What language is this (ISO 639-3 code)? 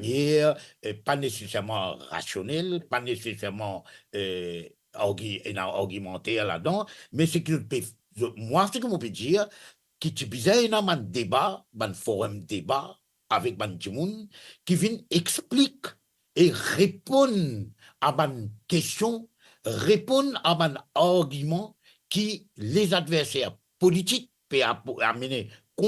mfe